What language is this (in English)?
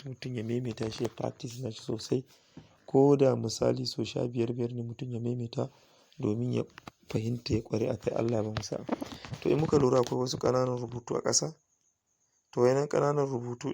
Hausa